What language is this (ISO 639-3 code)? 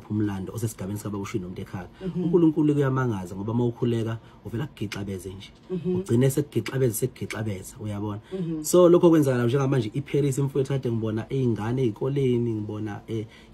zul